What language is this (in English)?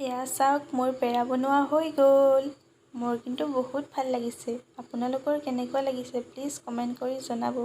Assamese